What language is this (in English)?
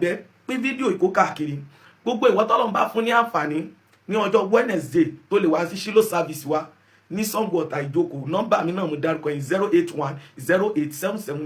Yoruba